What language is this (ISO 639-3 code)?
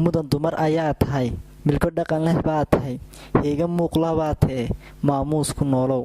som